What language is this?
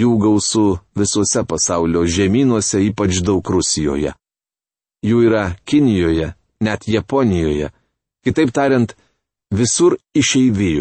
Lithuanian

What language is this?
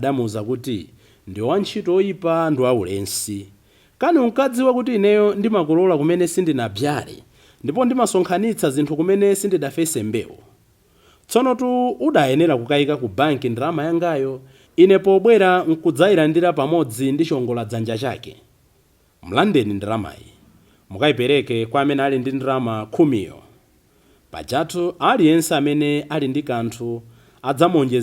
Nyanja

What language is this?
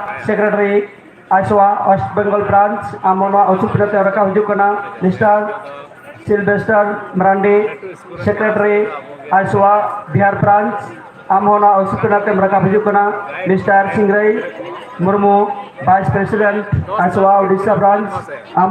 Santali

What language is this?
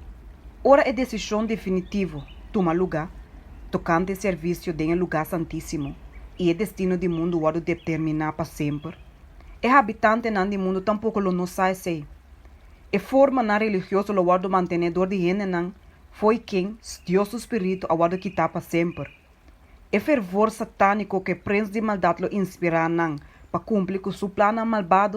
Papiamento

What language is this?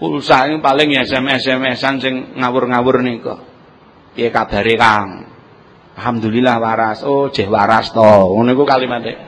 Javanese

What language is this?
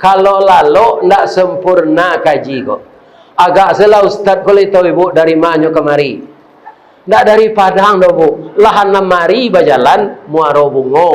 Minangkabau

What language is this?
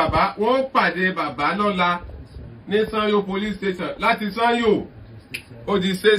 Yoruba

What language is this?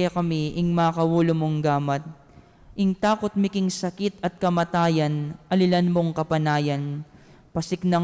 Pampanga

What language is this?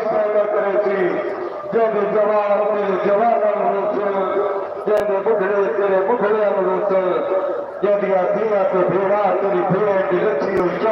Saraiki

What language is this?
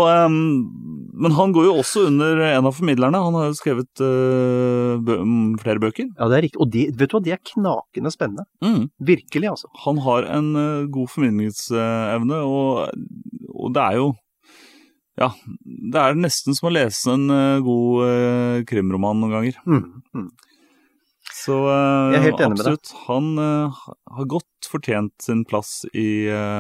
Norwegian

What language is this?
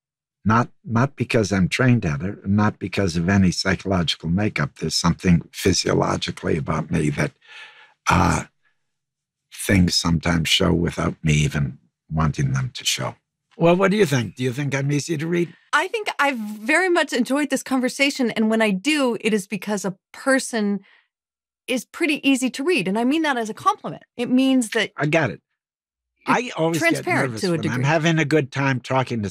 English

